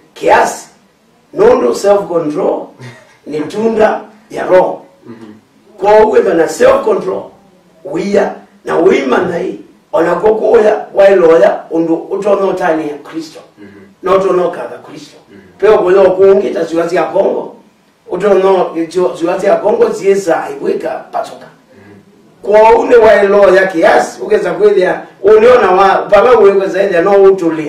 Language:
Kamba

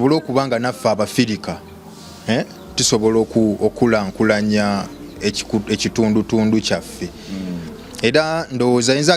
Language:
Ganda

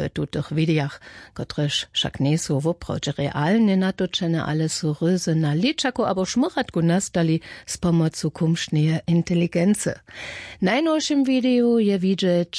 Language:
Upper Sorbian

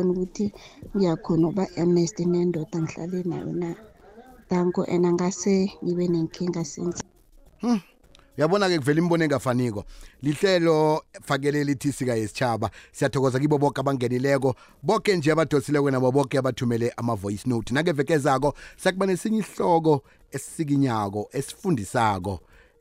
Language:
South Ndebele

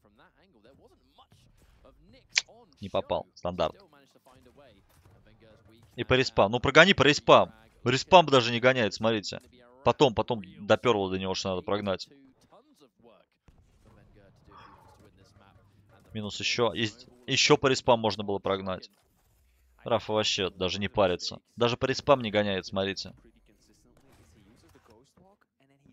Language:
Russian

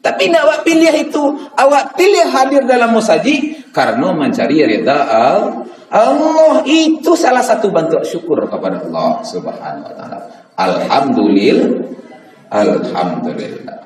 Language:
Minangkabau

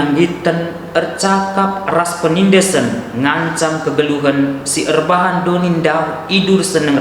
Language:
Batak Karo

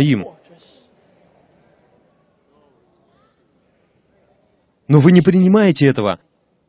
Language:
Russian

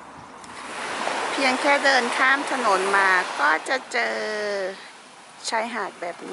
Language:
Thai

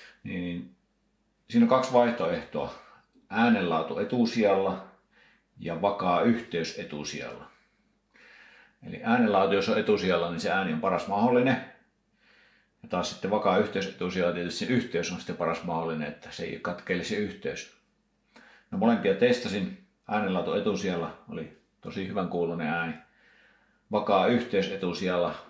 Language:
Finnish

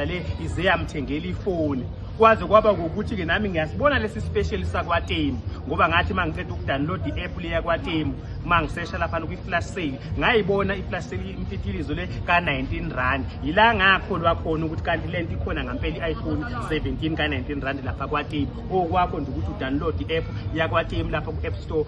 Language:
Zulu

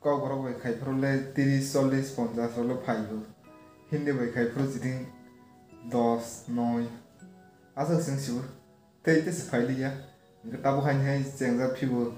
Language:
Kok Borok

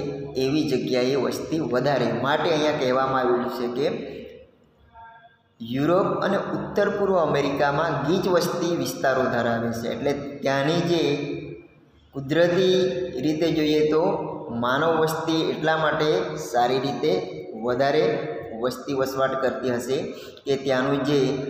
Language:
Gujarati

